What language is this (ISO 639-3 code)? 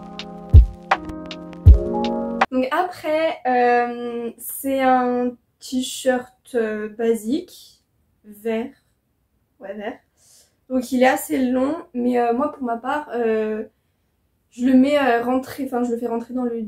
fra